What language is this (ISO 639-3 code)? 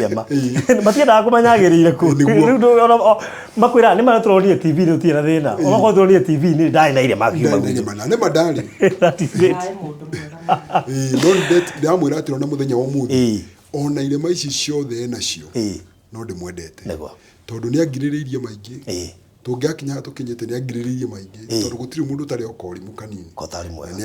kik